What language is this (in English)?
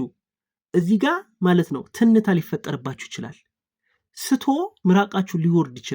Amharic